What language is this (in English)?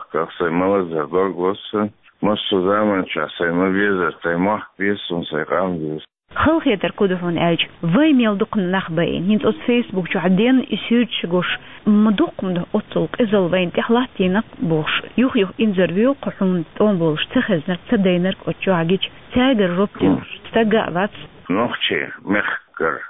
Chechen